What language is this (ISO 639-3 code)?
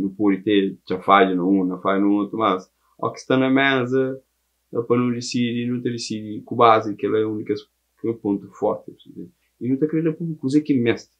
kea